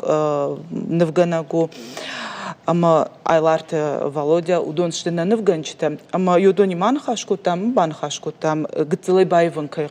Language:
Ossetic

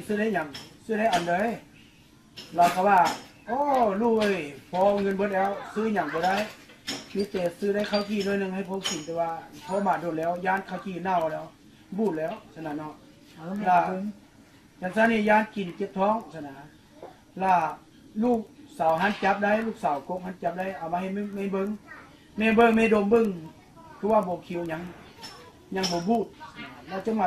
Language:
Lao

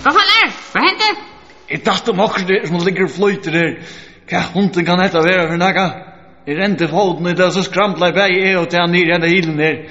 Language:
Faroese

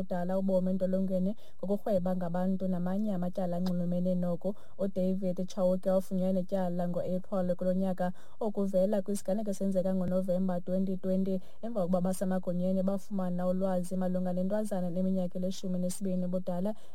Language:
Xhosa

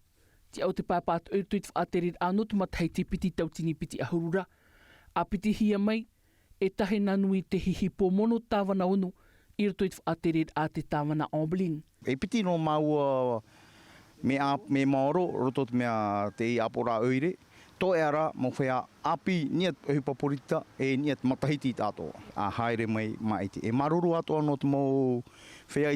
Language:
Tahitian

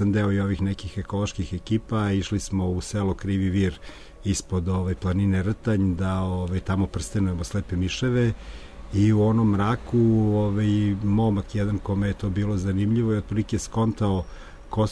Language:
Serbian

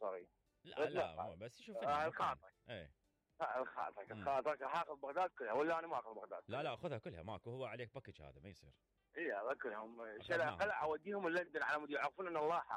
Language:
Mesopotamian Arabic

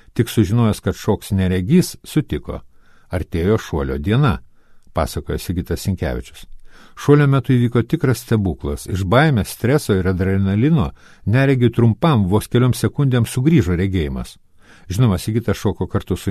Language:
Lithuanian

